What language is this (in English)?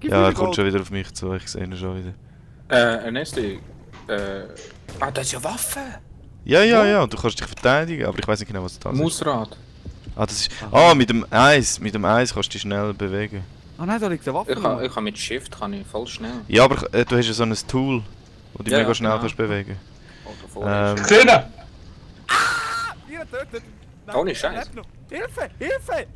Swiss German